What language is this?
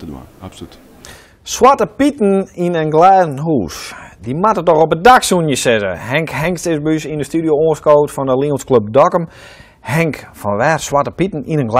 Western Frisian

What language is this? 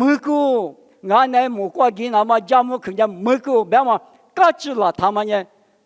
Lisu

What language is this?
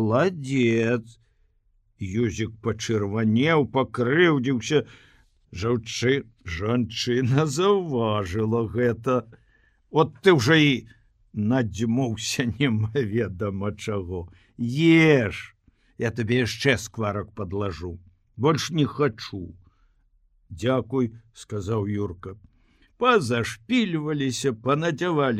Belarusian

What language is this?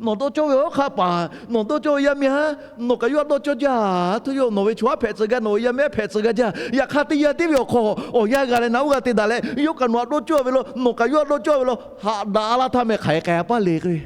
Lahu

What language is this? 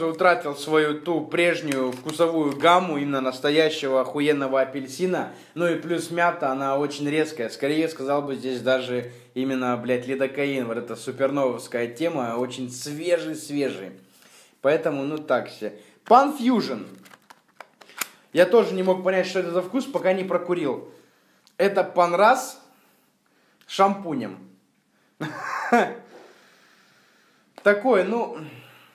Russian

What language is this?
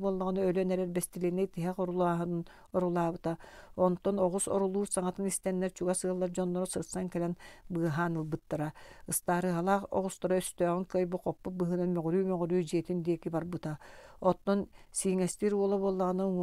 Yakut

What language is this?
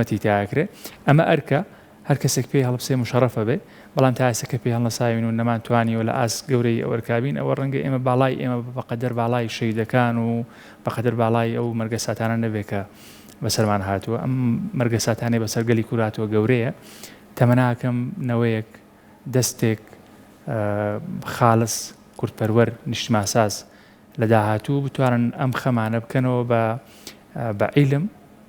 Central Kurdish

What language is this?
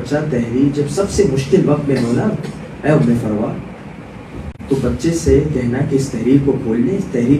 Urdu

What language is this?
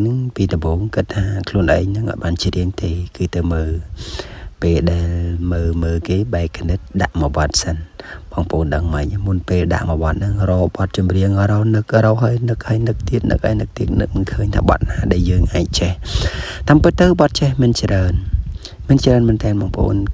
Khmer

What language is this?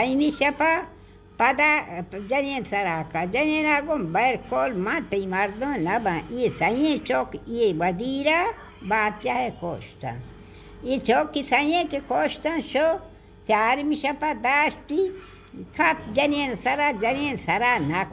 Baluchi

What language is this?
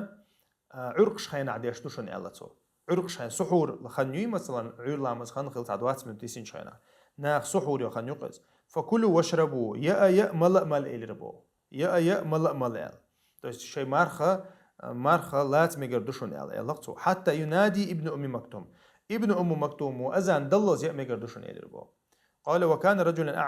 Chechen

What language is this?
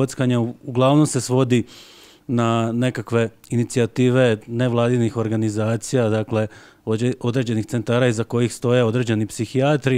Bosnian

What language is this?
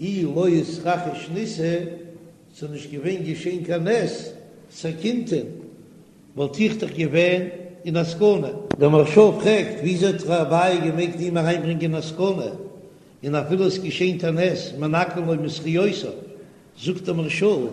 Yiddish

